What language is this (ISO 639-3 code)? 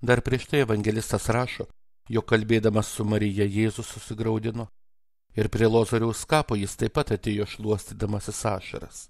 lit